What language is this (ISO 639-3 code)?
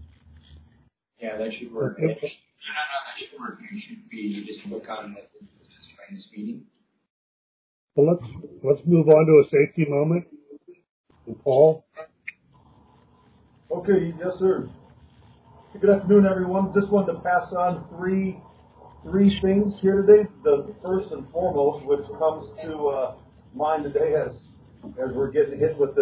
eng